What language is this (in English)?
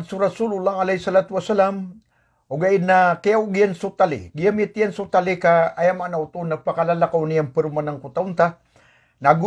Maranao